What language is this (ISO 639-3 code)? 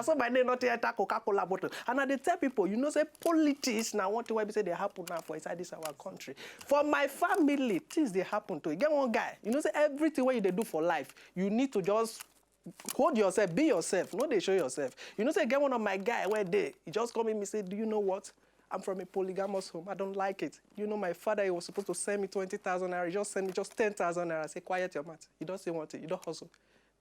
pcm